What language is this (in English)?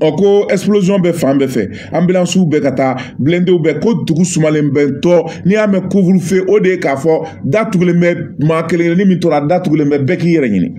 Bambara